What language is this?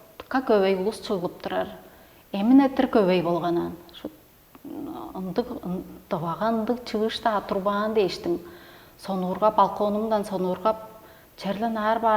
Tuvinian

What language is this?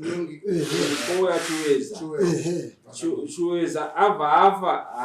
Shona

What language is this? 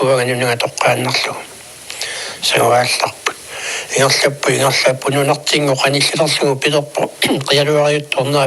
Kalaallisut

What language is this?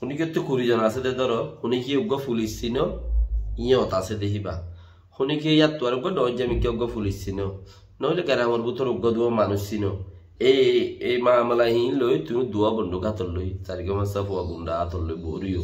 Rohingya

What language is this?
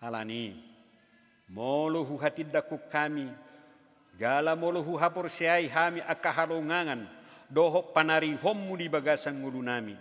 Batak Toba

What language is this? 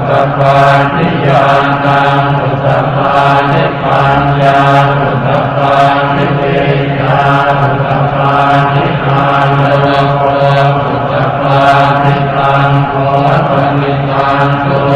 Pali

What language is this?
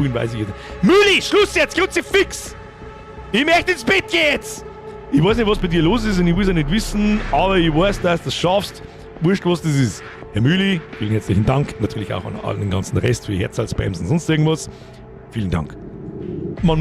Bavarian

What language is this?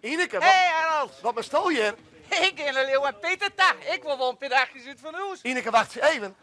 Western Frisian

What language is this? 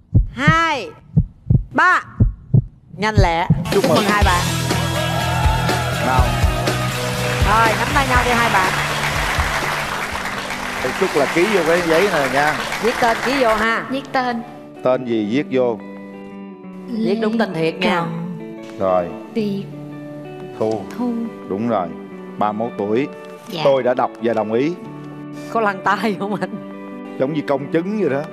Vietnamese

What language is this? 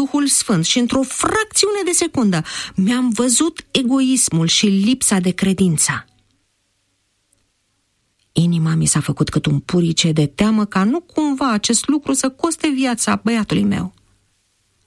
Romanian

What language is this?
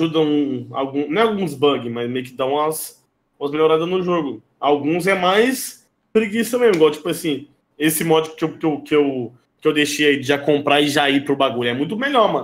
Portuguese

